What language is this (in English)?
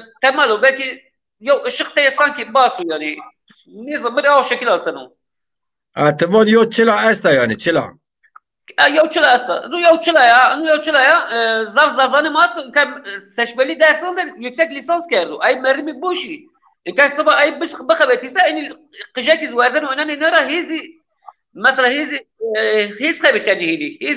Zaza